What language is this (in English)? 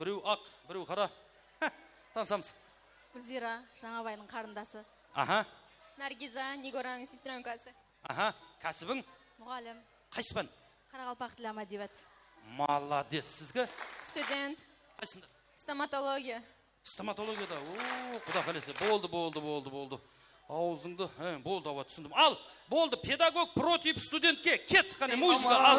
Kara-Kalpak